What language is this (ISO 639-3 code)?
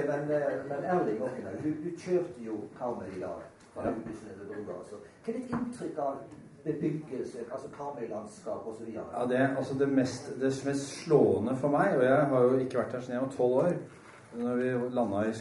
nor